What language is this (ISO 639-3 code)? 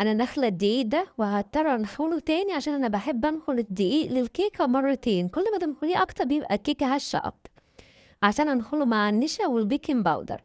arz